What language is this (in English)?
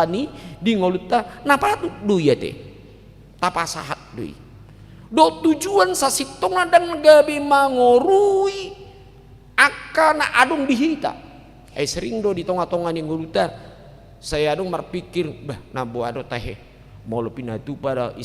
Batak Toba